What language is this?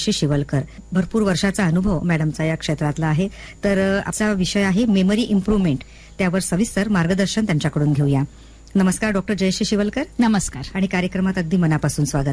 Marathi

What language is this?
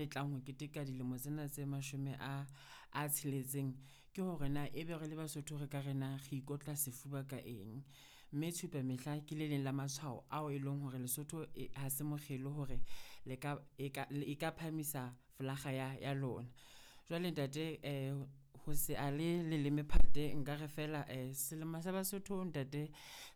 Southern Sotho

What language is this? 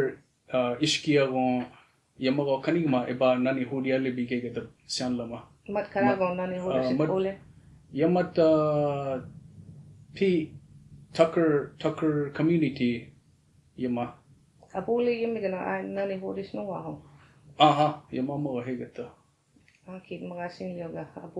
Choctaw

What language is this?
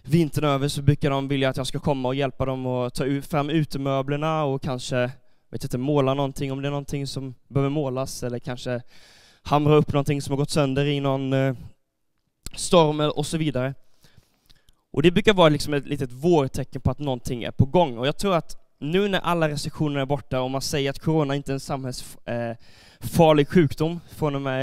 Swedish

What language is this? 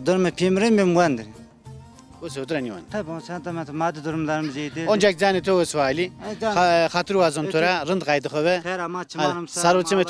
Zaza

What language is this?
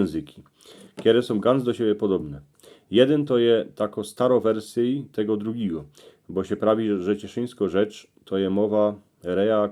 Silesian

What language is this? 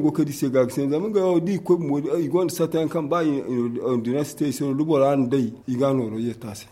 Zarma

